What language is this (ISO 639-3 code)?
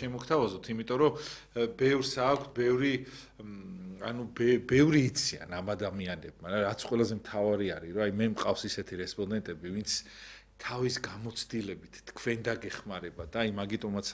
kat